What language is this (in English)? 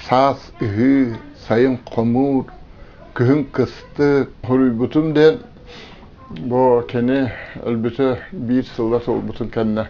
Yakut